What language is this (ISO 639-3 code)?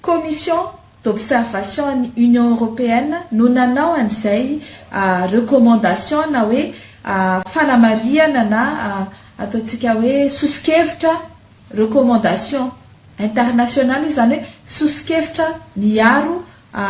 mlg